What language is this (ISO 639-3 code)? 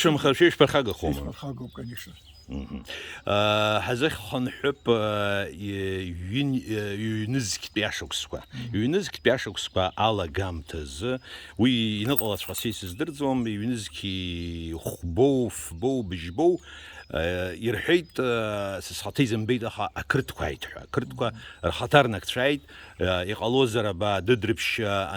abk